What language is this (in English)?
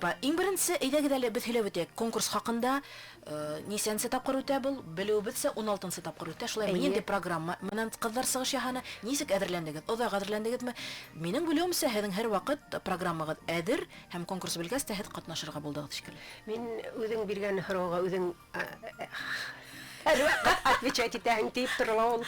Bashkir